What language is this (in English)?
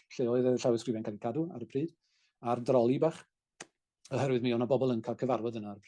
Welsh